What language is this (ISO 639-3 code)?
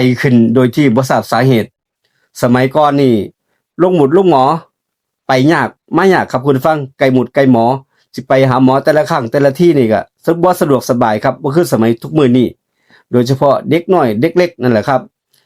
lao